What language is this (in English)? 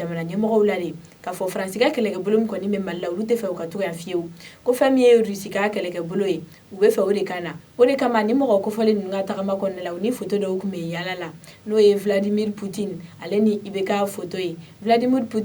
Bambara